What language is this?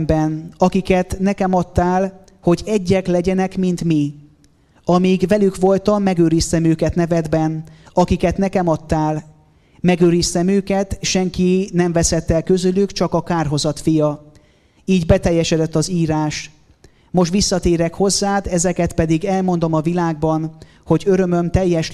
Hungarian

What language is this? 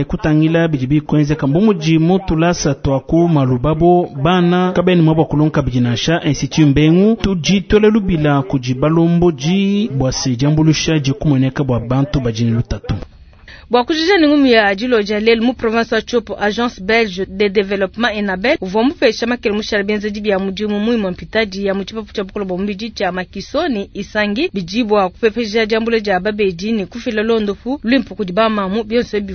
Luba-Lulua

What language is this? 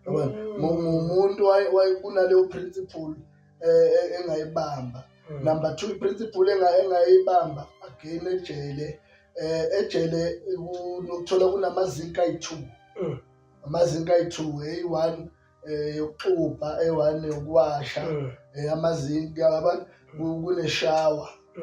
Zulu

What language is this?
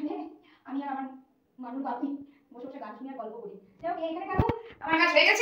Bangla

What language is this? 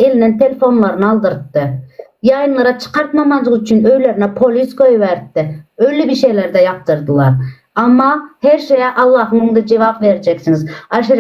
Turkmen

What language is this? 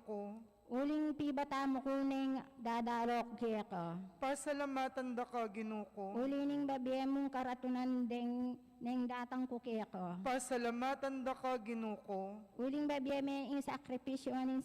Pampanga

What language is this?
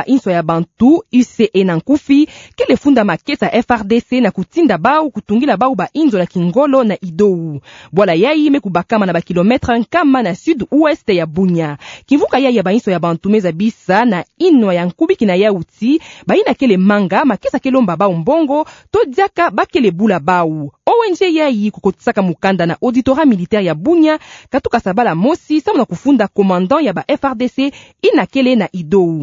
Kituba (Democratic Republic of Congo)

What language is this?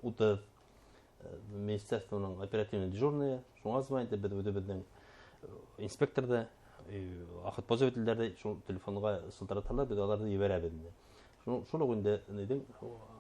Bashkir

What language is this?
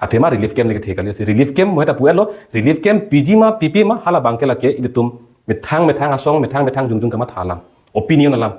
Karbi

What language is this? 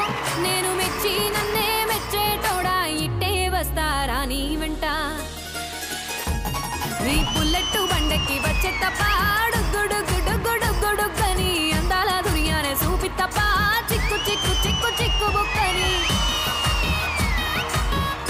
Telugu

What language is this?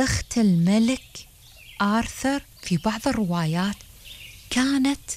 Gulf Arabic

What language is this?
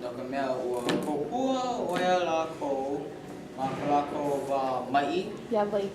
Hawaiian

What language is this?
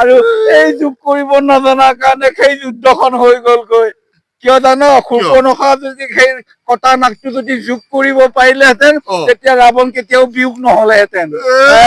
Assamese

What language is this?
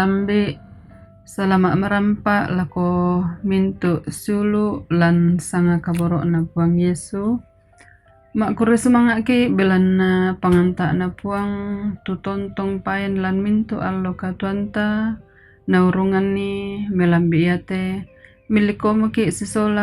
Toraja-Sa'dan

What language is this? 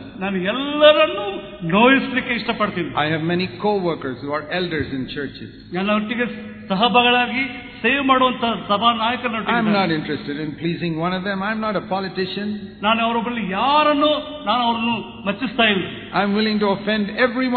Kannada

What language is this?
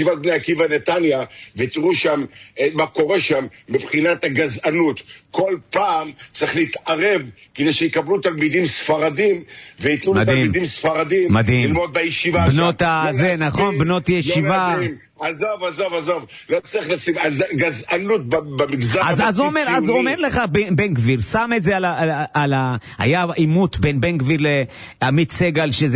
Hebrew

